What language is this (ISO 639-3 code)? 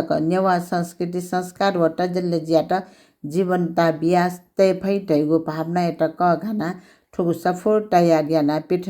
new